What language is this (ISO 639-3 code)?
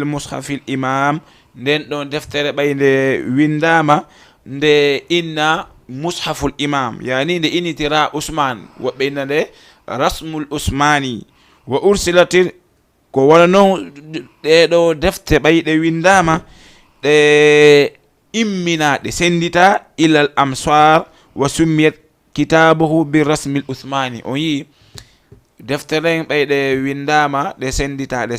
ful